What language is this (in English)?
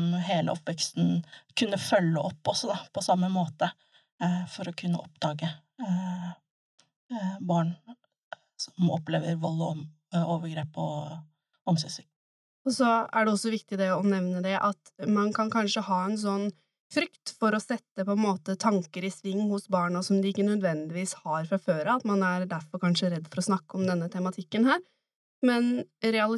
Norwegian